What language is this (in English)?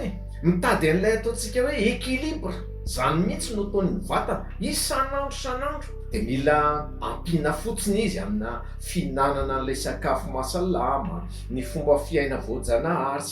Malagasy